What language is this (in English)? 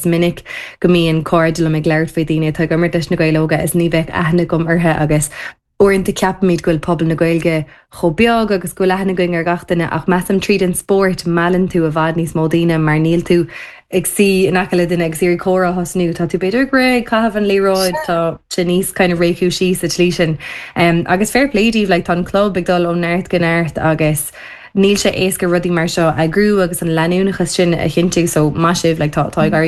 Irish